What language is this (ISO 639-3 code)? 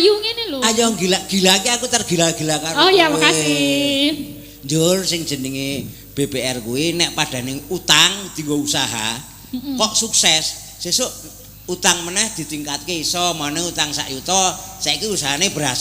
jav